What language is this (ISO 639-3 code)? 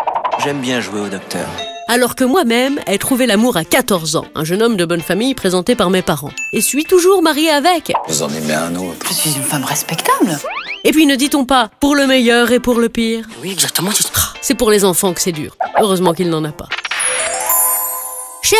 fra